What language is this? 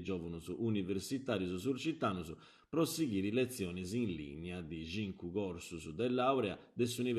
Sardinian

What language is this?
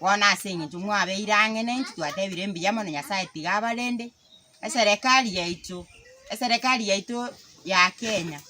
Gusii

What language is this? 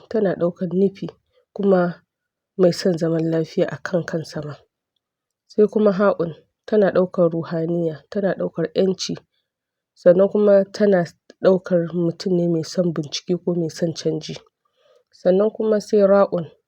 Hausa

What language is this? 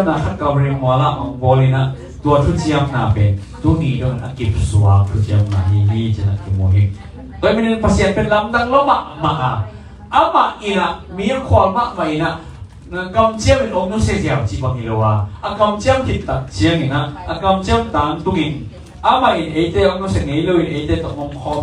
Tedim Chin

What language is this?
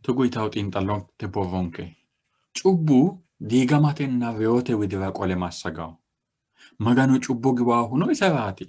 Sidamo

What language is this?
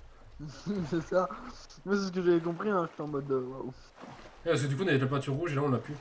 French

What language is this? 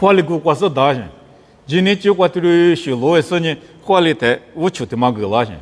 Lisu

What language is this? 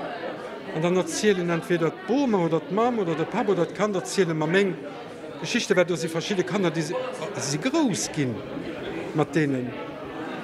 Luxembourgish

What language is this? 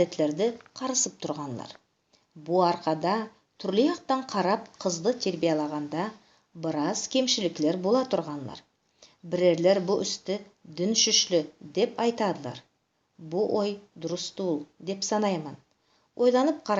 Nogai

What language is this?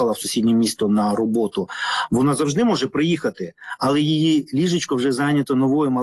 Ukrainian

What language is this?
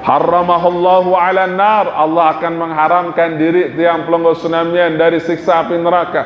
Sasak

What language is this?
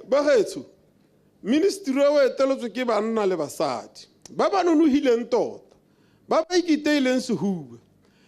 Tswana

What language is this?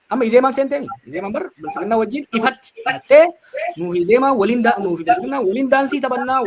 Oromo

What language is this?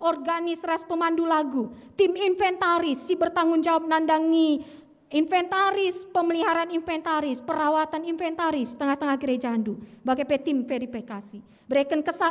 Batak Karo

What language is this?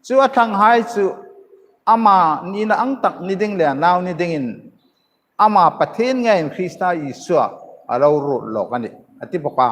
Hmar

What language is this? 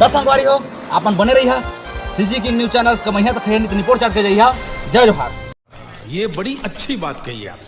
Chhattisgarhi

